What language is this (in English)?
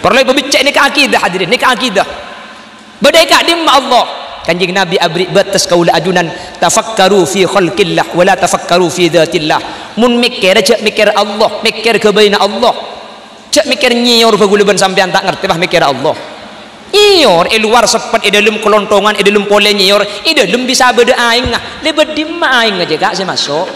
Madurese